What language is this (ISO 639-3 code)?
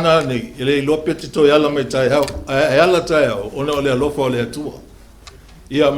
smo